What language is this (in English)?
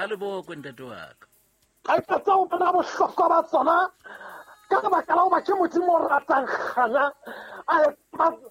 Southern Sotho